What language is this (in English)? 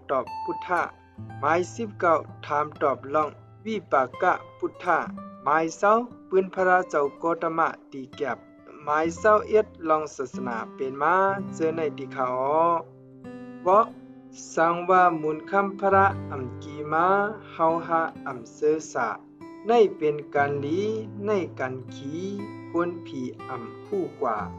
Shan